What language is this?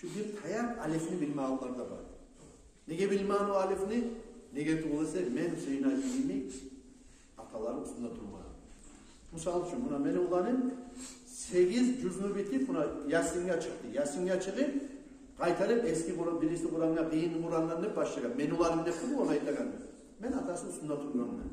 Kumyk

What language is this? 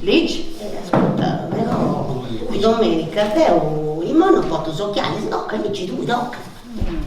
Sardinian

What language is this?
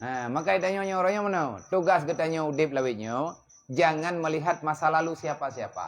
Achinese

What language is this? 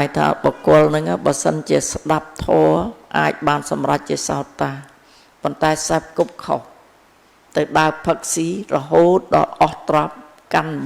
Khmer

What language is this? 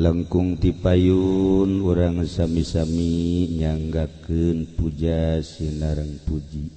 Sundanese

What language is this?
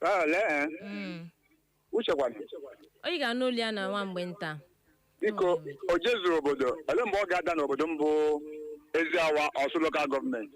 Igbo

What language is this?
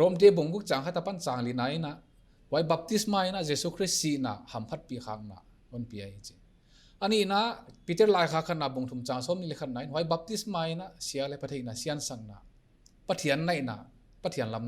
Paite Chin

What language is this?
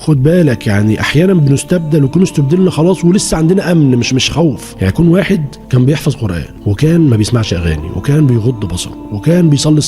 Egyptian Arabic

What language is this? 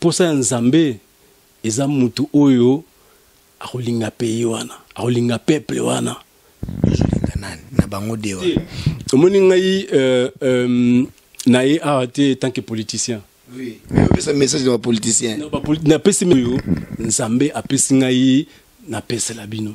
Lingala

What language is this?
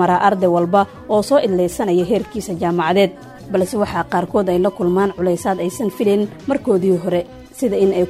Somali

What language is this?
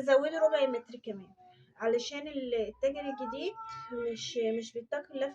Egyptian Arabic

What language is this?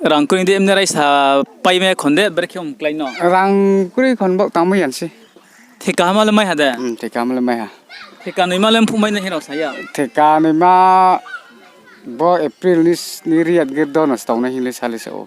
Riang (India)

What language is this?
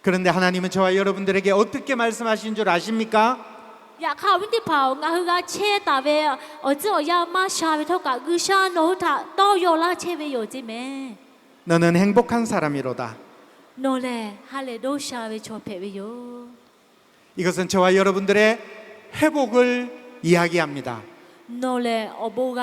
Lahu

